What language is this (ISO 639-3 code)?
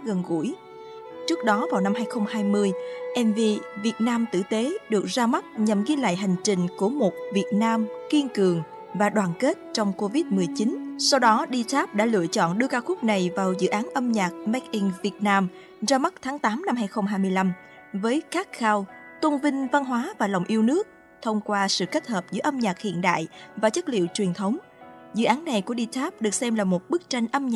vie